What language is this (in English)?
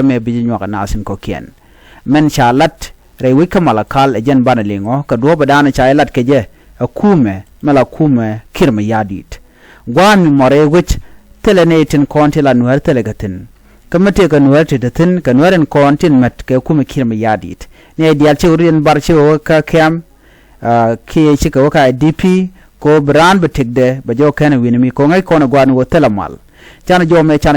Nuer